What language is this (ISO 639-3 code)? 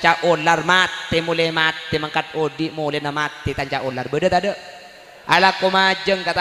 mad